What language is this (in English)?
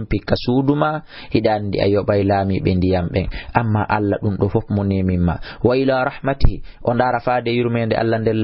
Fula